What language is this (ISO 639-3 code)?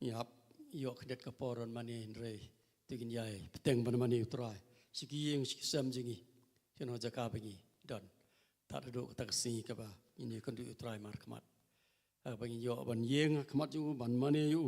kha